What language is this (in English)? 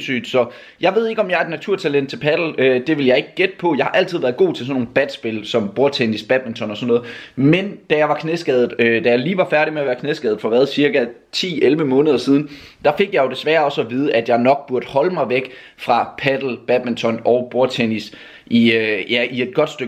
Danish